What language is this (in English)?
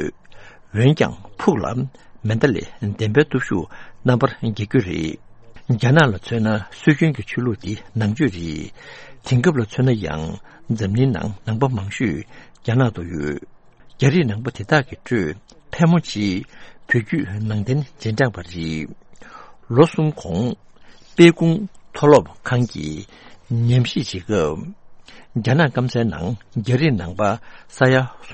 Tibetan